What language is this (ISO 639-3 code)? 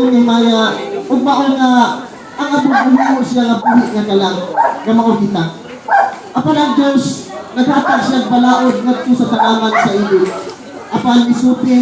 ceb